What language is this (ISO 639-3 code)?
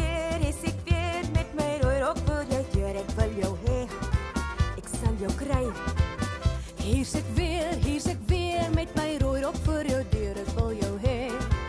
afr